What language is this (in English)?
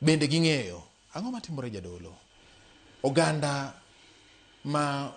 Luo (Kenya and Tanzania)